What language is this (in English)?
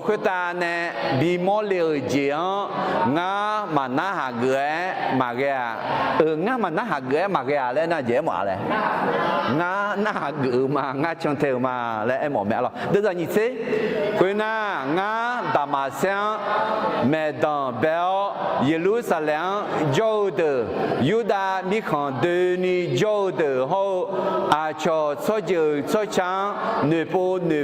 Akha